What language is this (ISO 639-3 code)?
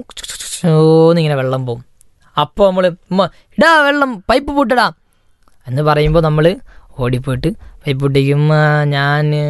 mal